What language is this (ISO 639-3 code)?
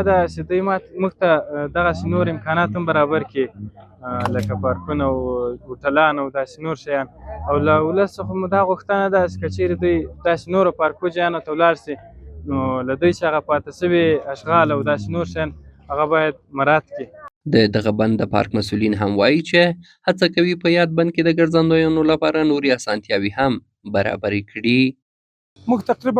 pus